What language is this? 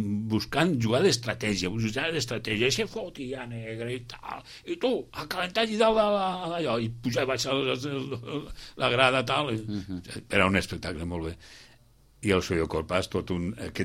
Catalan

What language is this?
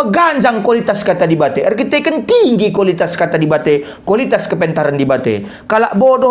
Batak Karo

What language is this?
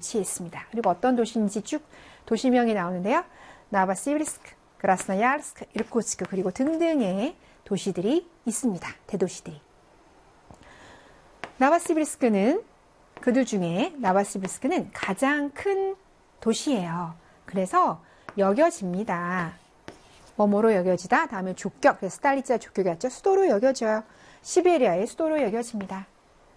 Korean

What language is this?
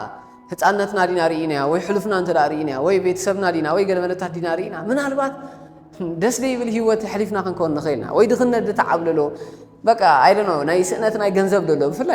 Tigrinya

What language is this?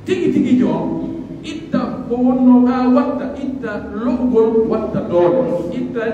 Pular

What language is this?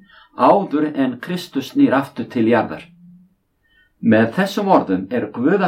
Icelandic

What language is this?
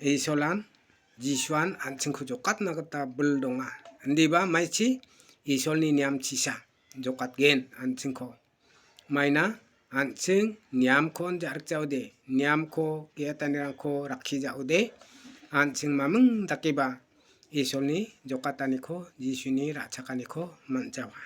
Garo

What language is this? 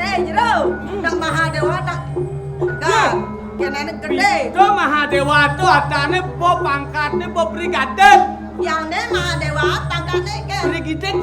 Balinese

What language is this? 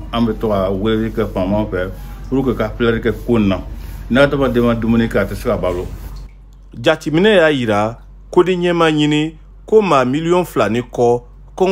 Bambara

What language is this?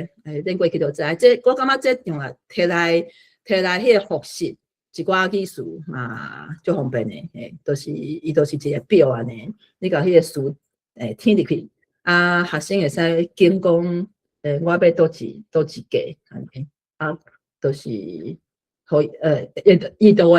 Min Nan Chinese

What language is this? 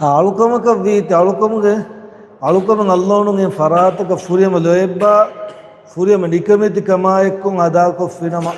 Divehi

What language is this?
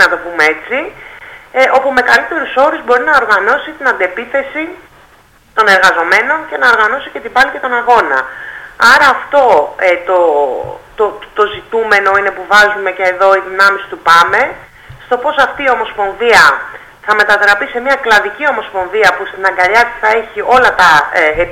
Greek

